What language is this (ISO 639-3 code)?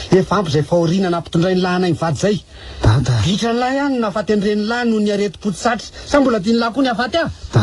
mlg